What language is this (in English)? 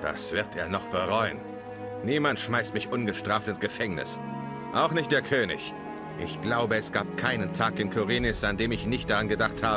Bavarian